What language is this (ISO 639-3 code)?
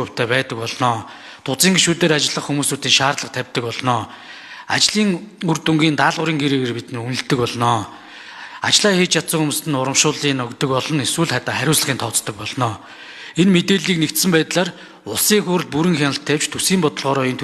mon